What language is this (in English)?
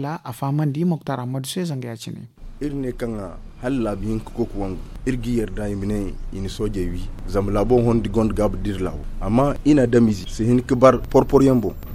Zarma